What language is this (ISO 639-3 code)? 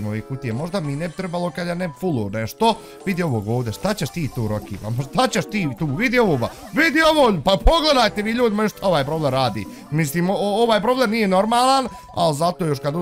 bos